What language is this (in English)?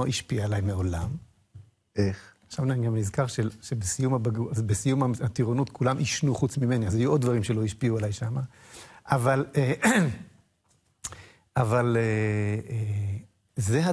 Hebrew